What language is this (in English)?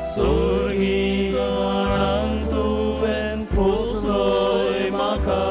Konkani